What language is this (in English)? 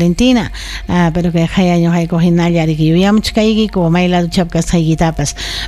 Ayacucho Quechua